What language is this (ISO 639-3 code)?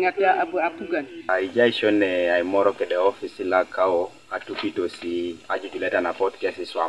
teo